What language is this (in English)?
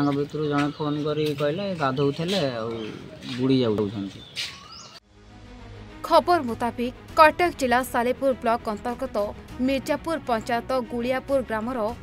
Odia